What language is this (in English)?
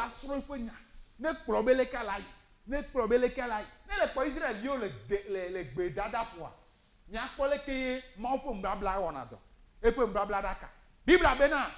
Ewe